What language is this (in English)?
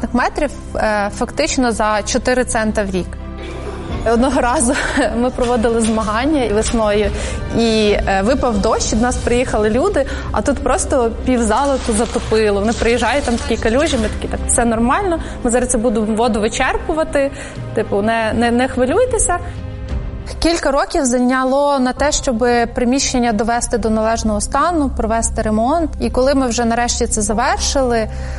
Ukrainian